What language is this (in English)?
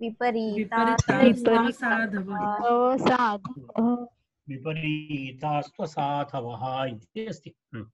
Sanskrit